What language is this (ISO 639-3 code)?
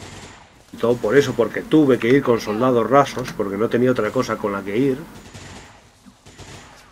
spa